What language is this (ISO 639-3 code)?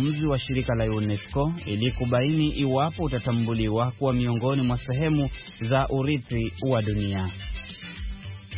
swa